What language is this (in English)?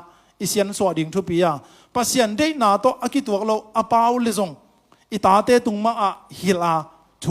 Tedim Chin